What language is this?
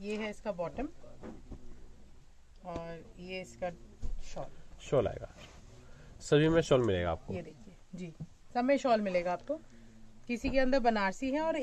Hindi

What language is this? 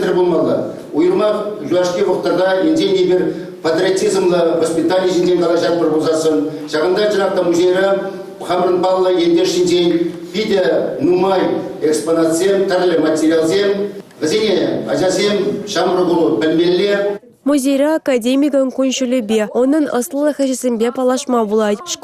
Chuvash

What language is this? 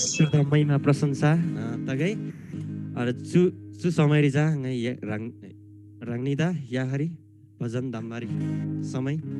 Eastern Tamang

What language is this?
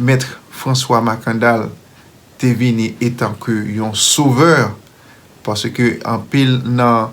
Haitian Creole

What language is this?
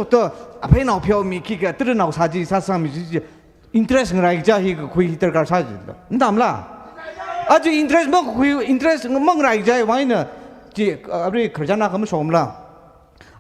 Tangkhul Naga (India)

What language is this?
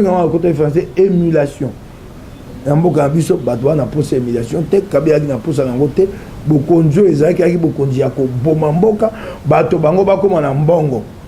Lingala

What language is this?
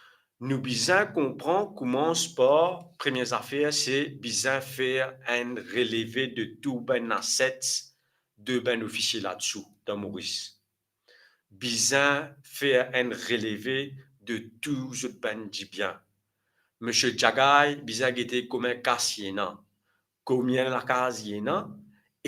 Morisyen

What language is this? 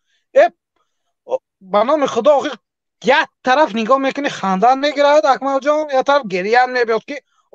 Tajik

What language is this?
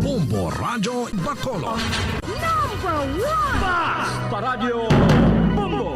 Hiligaynon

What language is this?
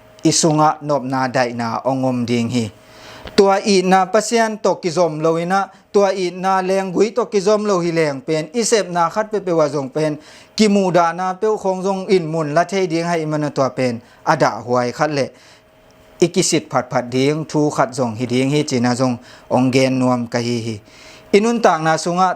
Tedim Chin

